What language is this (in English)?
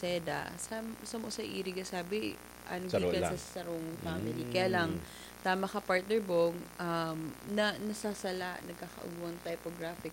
Bikol